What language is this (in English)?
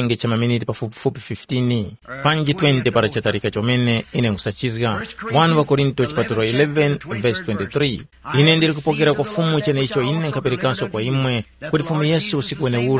Tumbuka